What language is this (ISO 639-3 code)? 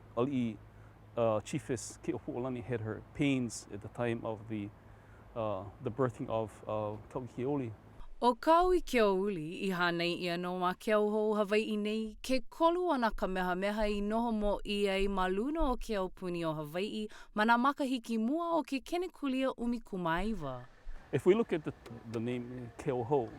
haw